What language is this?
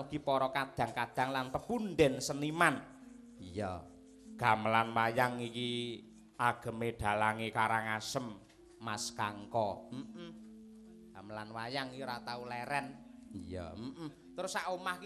Javanese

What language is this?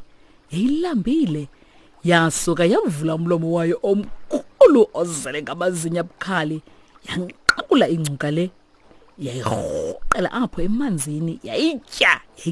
Xhosa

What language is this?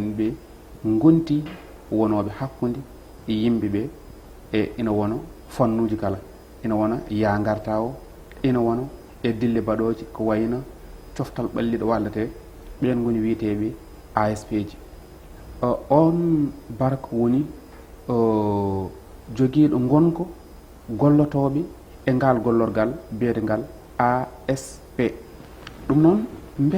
Fula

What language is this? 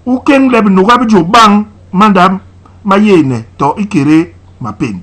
Basaa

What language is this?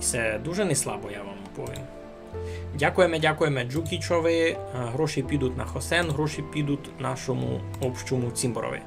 Rusyn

